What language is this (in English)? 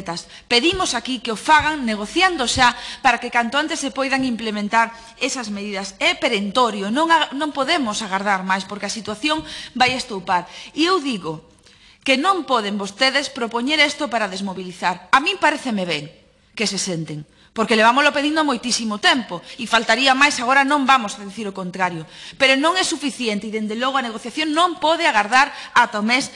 Galician